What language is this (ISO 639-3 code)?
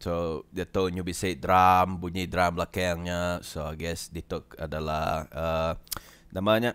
iba